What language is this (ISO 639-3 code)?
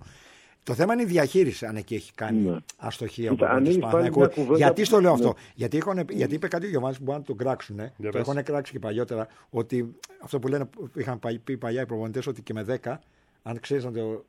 ell